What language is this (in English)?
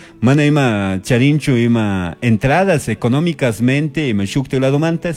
Chimborazo Highland Quichua